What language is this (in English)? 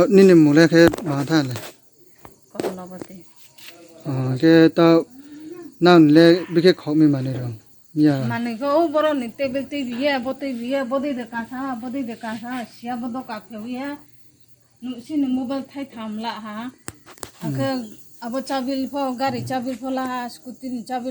Riang (India)